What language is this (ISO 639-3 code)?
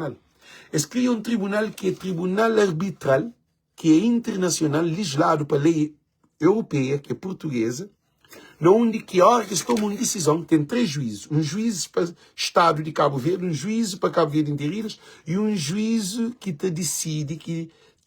kea